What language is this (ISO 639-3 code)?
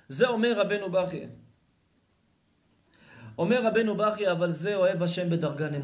heb